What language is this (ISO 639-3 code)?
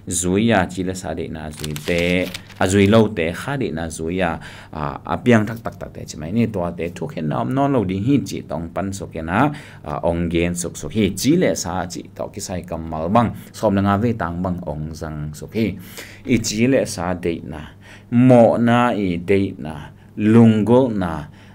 ctd